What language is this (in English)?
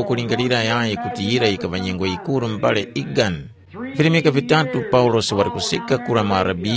Tumbuka